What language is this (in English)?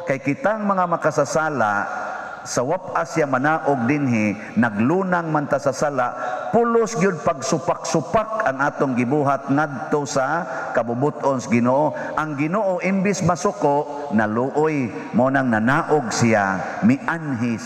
Cebuano